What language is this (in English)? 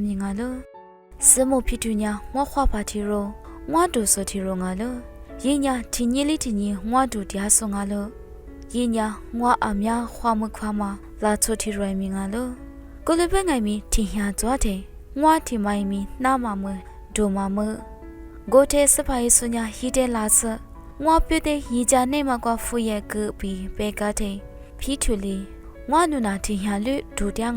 Lisu